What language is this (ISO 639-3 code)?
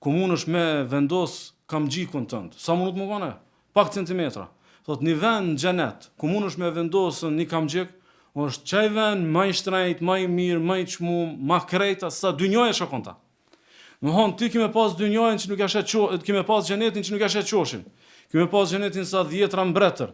sqi